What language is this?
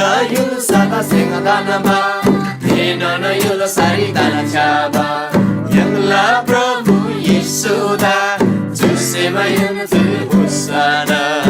Eastern Tamang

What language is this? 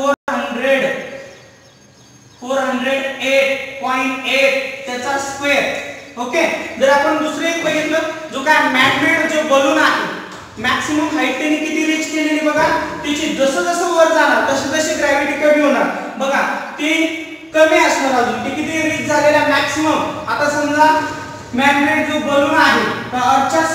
Marathi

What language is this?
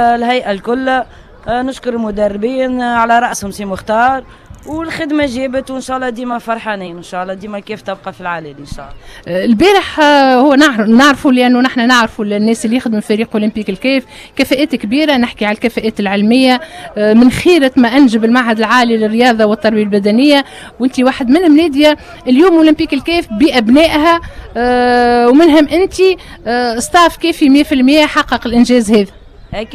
Tunisian Arabic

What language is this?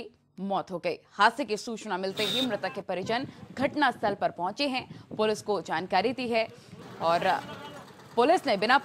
Hindi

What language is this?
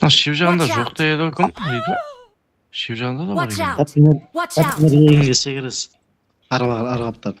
Kara-Kalpak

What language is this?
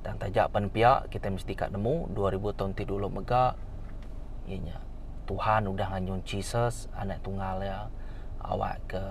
Iban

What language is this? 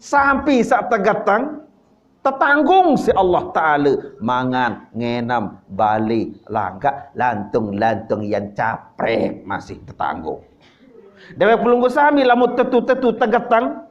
Sasak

